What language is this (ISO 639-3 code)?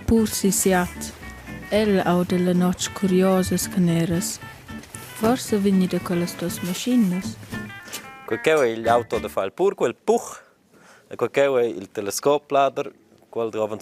roh